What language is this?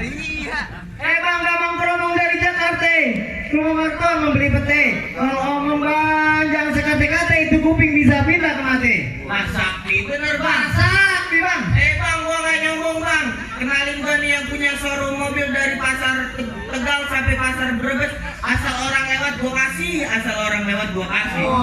Betawi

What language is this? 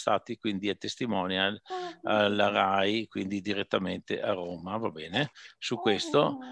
Italian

